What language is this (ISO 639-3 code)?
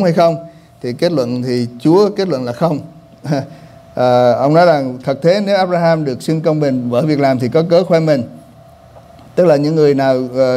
vie